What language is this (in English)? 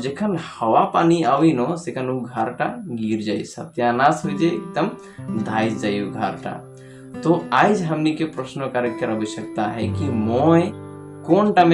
Sadri